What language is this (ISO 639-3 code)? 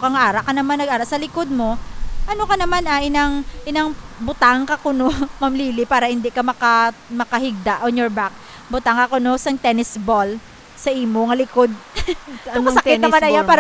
hil